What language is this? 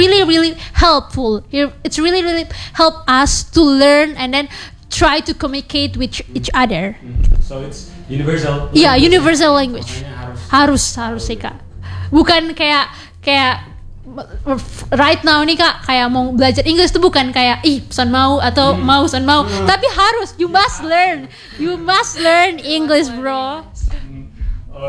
Indonesian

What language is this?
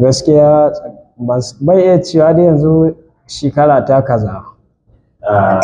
Hausa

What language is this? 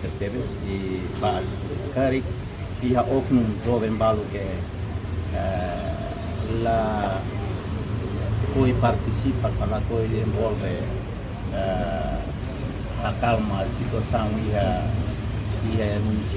Tetum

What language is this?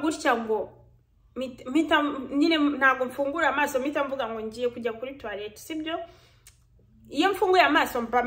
Kinyarwanda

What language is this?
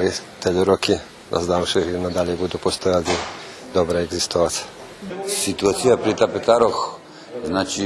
Rusyn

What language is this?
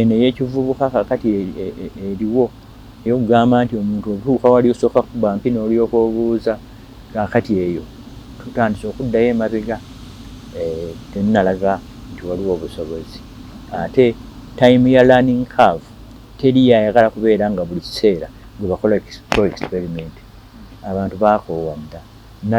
Ganda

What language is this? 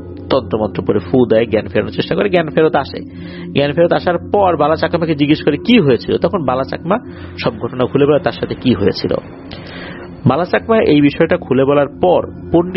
Bangla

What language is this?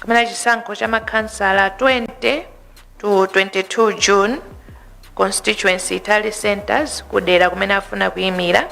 Nyanja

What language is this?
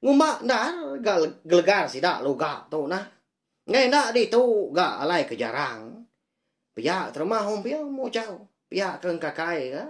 Iban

